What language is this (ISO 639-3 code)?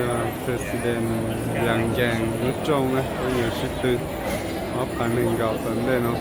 hmn